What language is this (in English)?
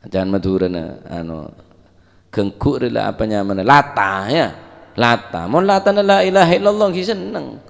Madurese